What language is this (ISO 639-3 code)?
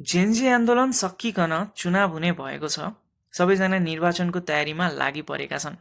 nep